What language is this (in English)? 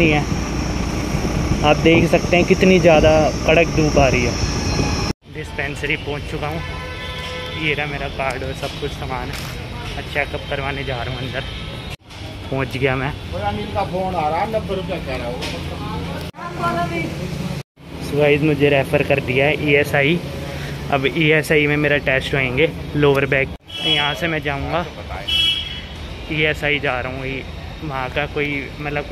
Hindi